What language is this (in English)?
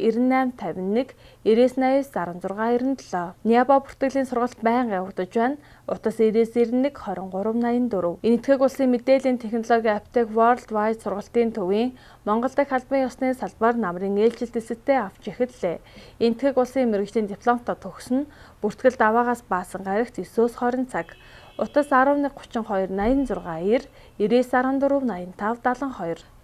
Mongolian